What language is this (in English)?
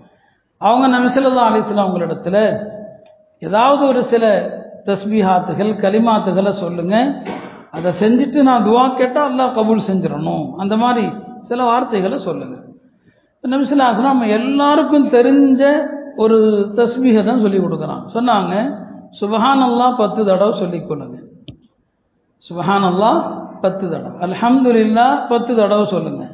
Tamil